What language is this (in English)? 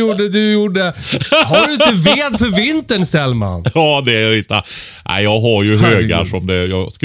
Swedish